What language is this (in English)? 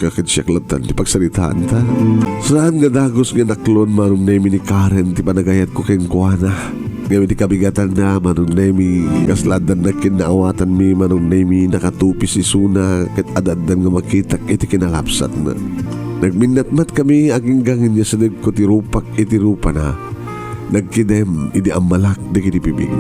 Iloko